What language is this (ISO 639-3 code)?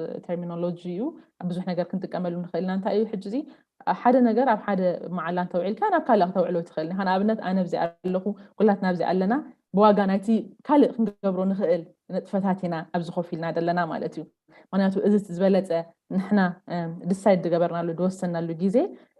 tir